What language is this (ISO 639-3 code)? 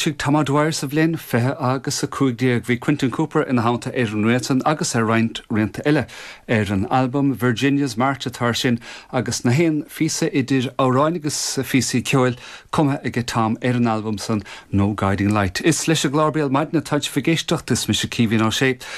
gle